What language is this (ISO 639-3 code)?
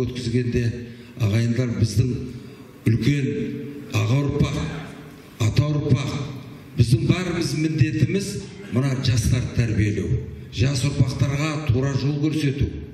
kaz